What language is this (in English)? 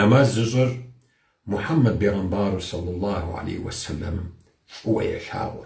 Kabardian